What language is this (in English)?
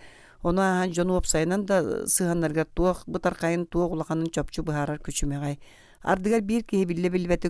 Yakut